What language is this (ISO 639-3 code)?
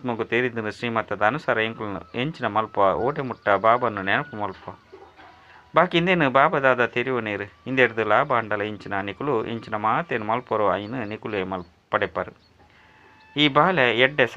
tcy